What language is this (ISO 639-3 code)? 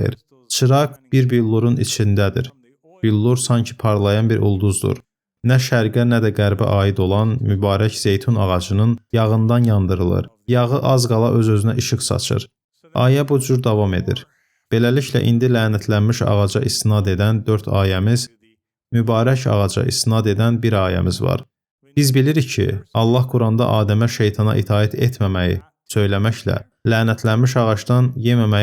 aze